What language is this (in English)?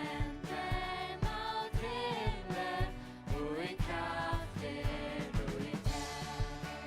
Faroese